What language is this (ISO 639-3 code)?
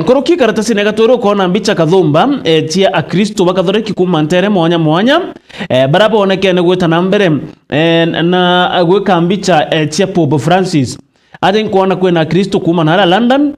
mer